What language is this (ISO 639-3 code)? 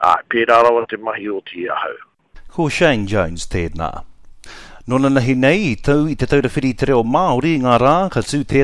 mri